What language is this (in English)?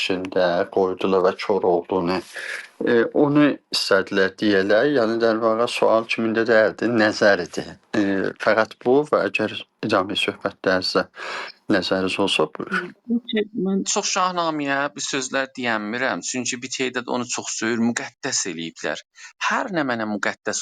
South Azerbaijani